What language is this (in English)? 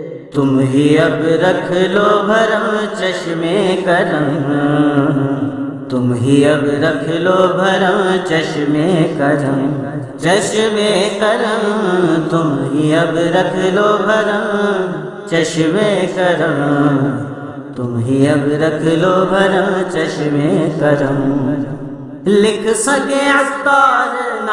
Urdu